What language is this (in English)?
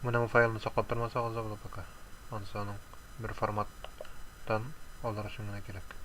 Tatar